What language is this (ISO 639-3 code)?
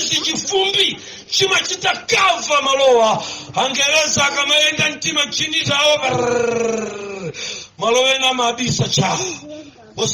nya